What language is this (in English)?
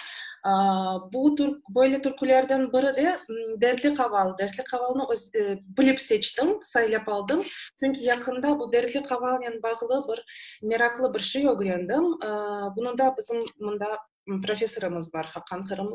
Crimean Tatar